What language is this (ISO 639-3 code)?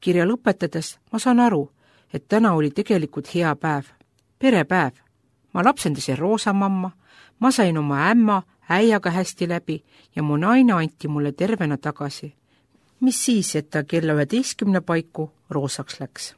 est